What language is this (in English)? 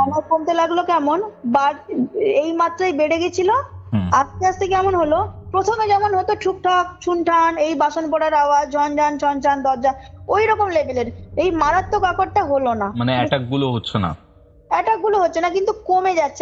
Bangla